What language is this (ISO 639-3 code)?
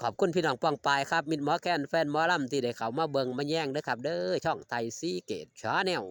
lao